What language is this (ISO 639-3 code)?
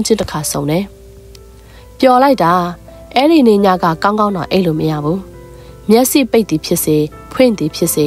mya